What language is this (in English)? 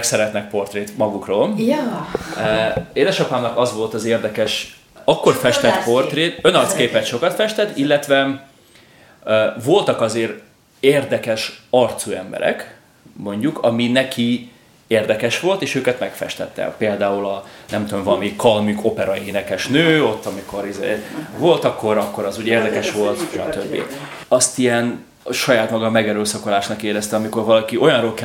Hungarian